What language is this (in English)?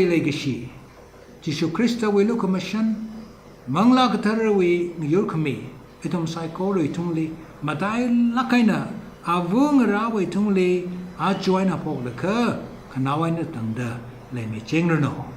Tangkhul Naga (India)